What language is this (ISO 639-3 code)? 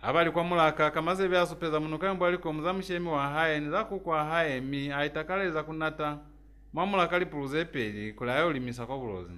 loz